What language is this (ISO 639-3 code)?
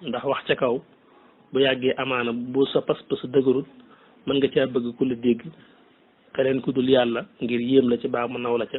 wol